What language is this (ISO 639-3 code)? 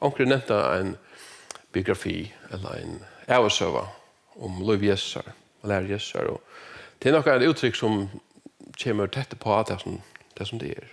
fao